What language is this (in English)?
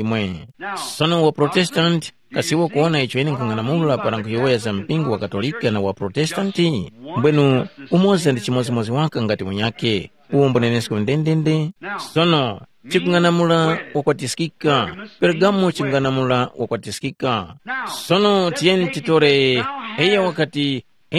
Tumbuka